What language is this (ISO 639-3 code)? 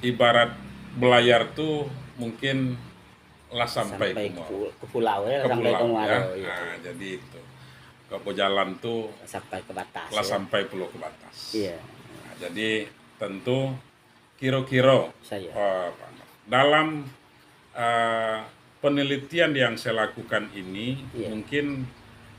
min